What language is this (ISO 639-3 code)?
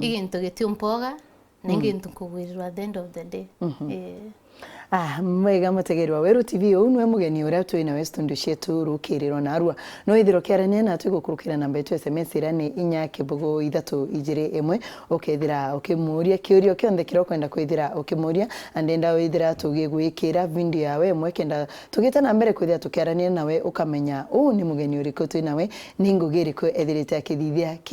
mer